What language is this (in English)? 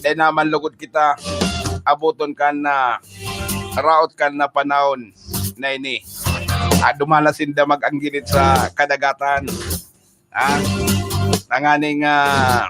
Bikol